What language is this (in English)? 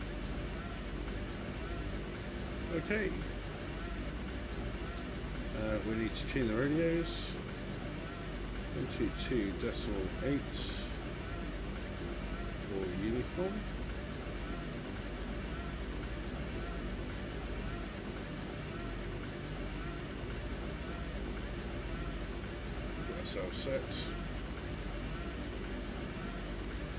English